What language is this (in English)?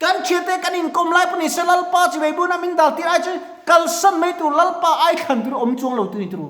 Mizo